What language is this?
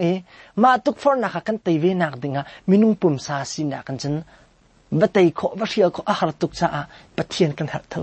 Hakha Chin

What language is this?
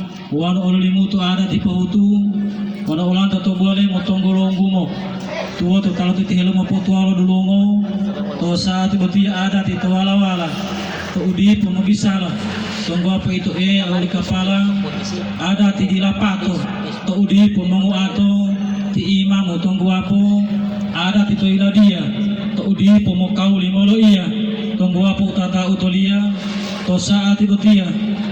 Gorontalo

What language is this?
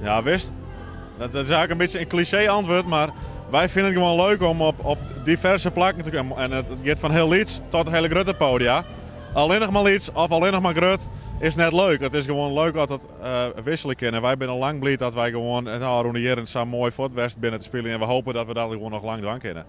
Western Frisian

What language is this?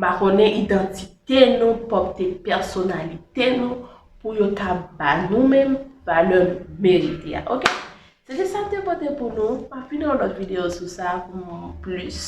Haitian Creole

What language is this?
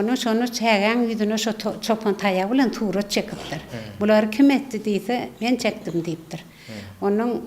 Turkmen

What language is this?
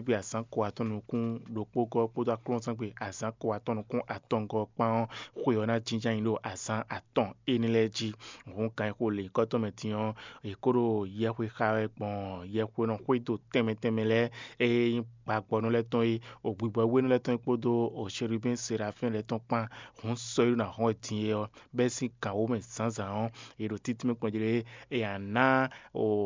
Fon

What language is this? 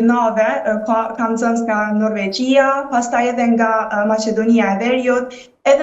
Albanian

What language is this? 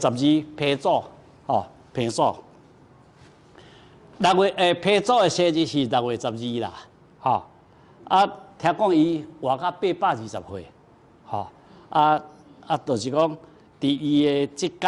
Min Nan Chinese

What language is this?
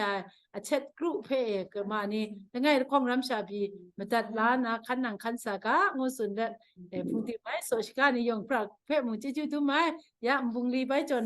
Kachin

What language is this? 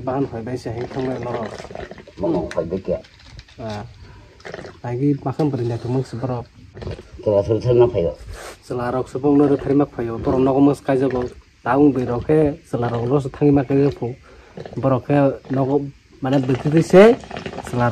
Kok Borok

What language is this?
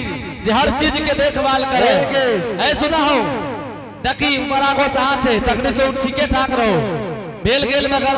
Angika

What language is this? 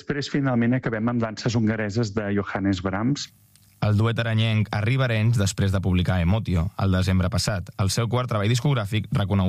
Catalan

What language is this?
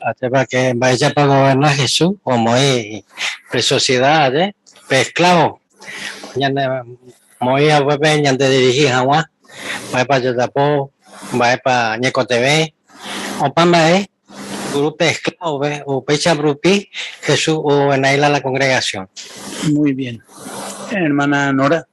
Guarani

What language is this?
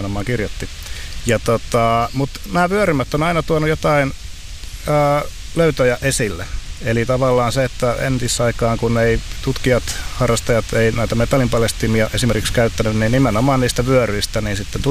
Finnish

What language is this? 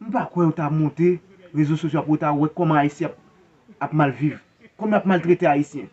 Haitian Creole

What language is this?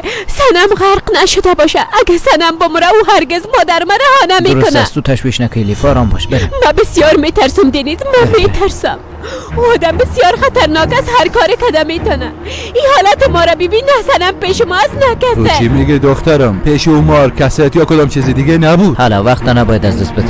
Persian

